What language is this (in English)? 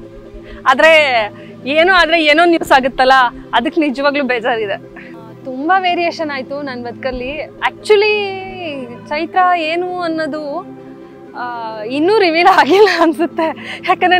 Kannada